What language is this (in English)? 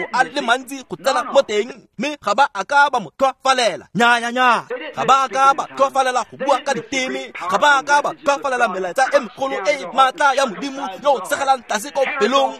Tswana